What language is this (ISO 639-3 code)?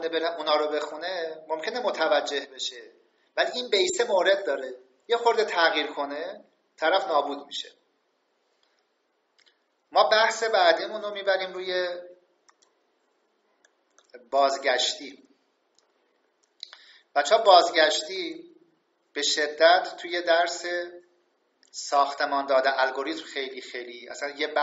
fas